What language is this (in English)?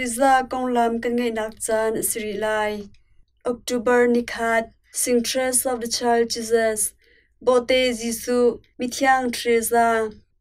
Hakha Chin